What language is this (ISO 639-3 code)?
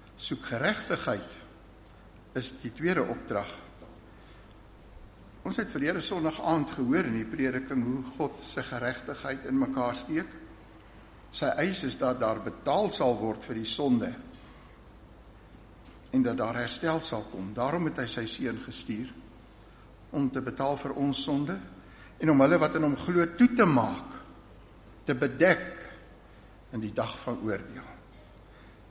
afr